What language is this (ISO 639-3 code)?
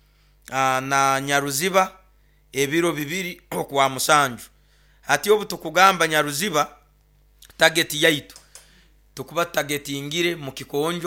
nyo